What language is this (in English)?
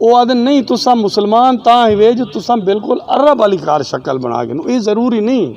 Saraiki